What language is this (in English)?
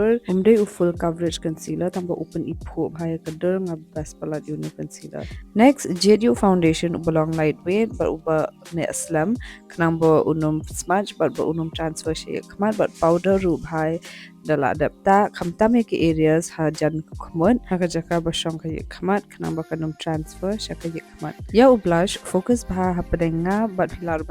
Khasi